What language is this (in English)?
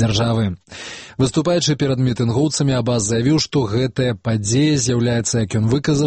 Belarusian